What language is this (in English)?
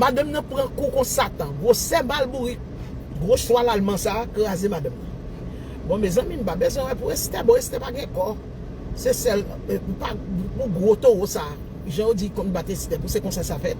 Haitian Creole